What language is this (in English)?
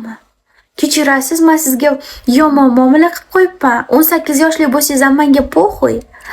Uzbek